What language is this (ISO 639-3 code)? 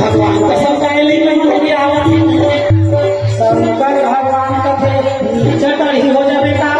hne